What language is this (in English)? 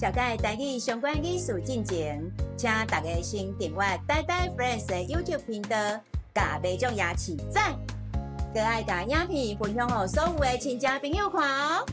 Min Nan Chinese